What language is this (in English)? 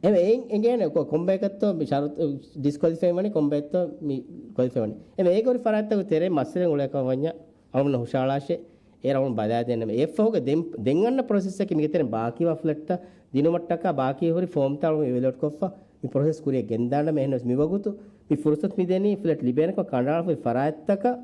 Divehi